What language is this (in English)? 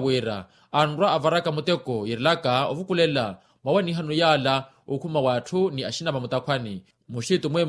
Makhuwa